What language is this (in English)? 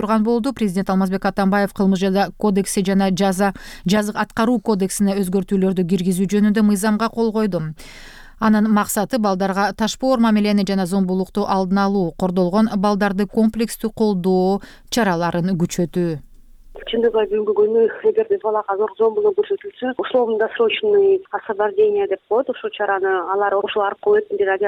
Kyrgyz